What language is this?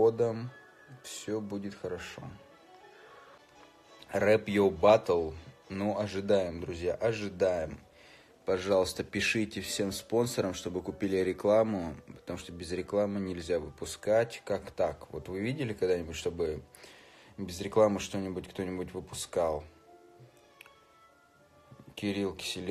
Russian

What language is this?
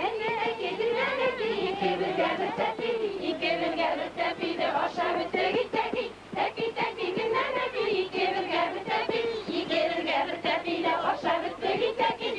Bashkir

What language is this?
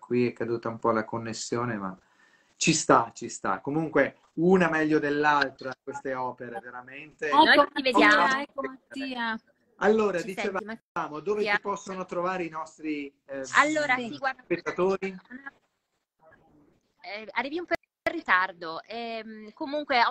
Italian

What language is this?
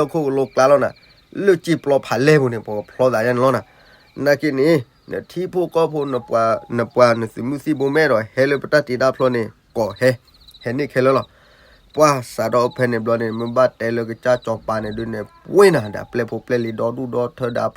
S'gaw Karen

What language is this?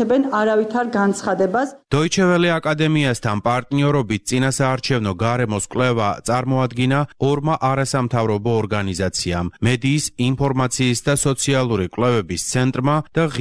Georgian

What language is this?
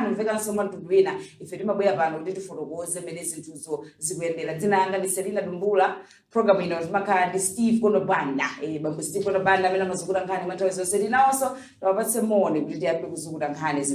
Nyanja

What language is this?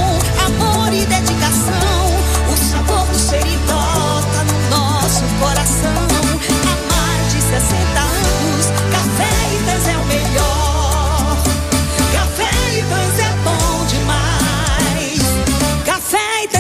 Portuguese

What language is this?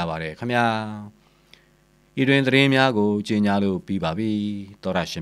Burmese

